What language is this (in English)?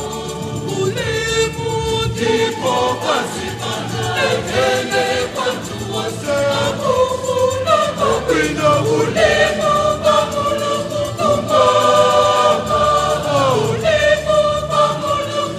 Nyanja